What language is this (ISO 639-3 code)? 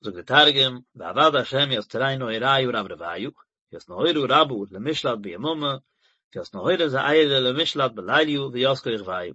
yid